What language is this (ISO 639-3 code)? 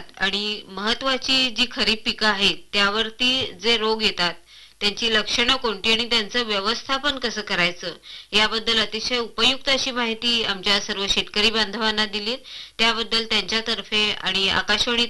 mar